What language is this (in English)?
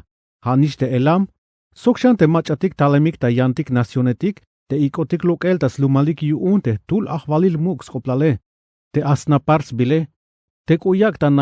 Tzeltal